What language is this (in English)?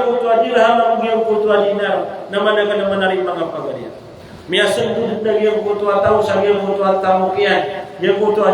Maranao